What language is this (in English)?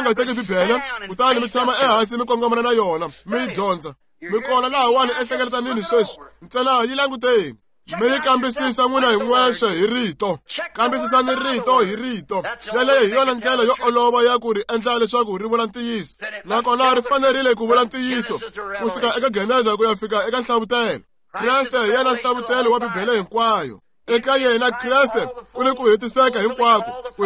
Tsonga